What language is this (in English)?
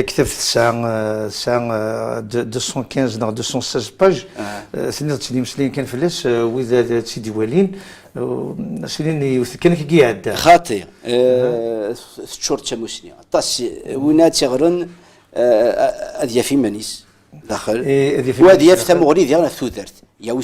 Kabyle